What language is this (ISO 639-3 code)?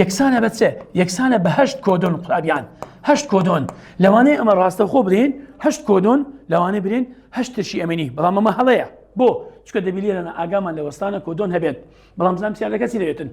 ckb